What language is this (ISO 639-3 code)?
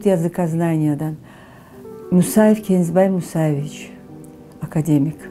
crh